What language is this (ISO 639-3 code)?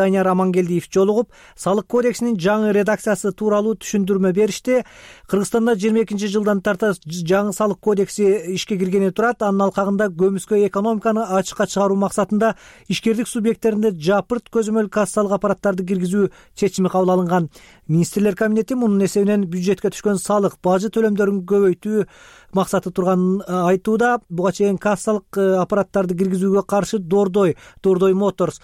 kir